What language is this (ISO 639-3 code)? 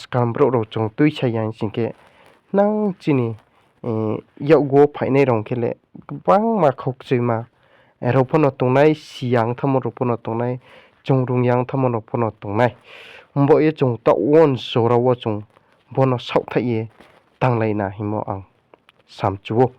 ria